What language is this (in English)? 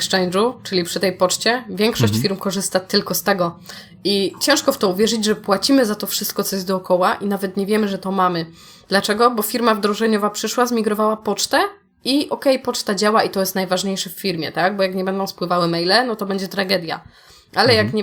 Polish